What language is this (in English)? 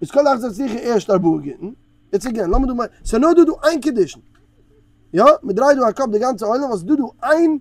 Yiddish